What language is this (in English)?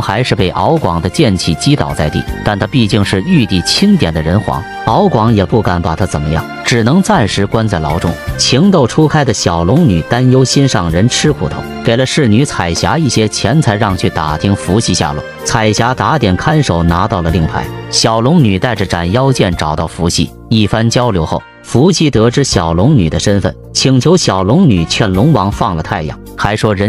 Chinese